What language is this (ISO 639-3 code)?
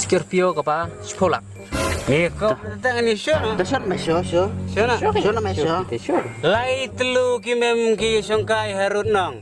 kha